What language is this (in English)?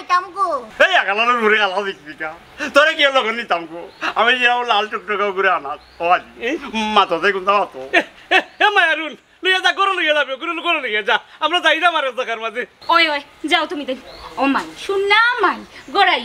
Sylheti